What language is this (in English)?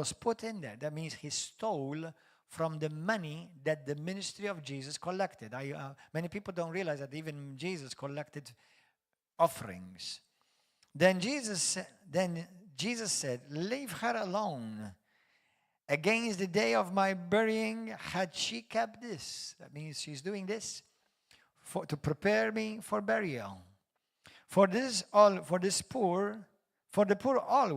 English